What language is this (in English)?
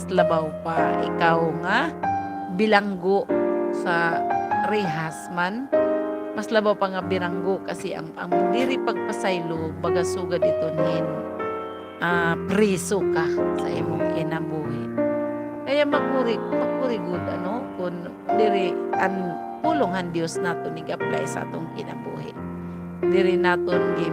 Waray